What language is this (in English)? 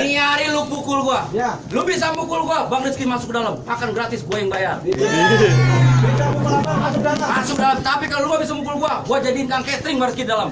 Betawi